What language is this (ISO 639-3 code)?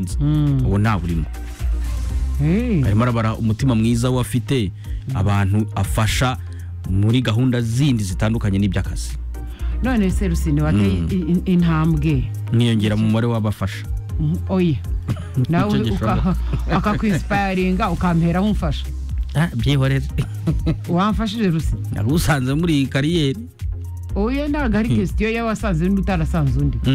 kin